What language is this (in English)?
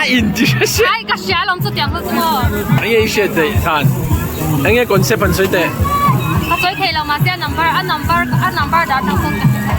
Mizo